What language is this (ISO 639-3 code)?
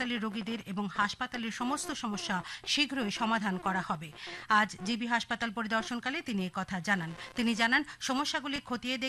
ben